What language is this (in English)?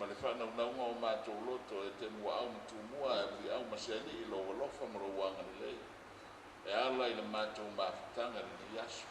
Samoan